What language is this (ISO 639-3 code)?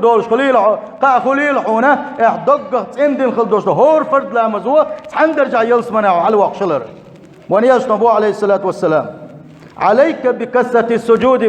che